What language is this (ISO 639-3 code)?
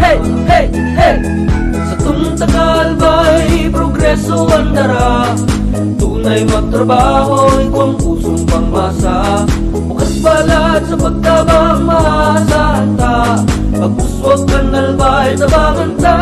bik